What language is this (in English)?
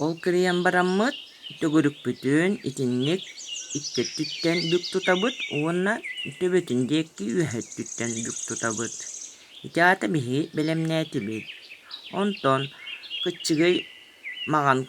Yakut